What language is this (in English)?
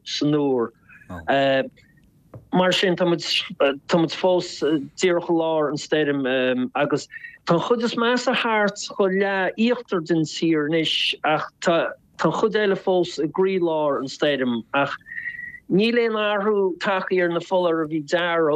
Irish